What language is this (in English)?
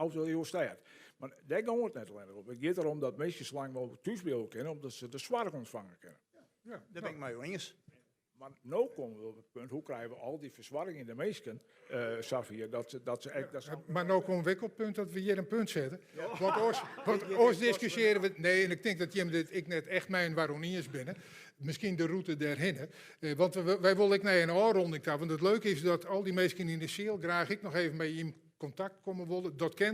Western Frisian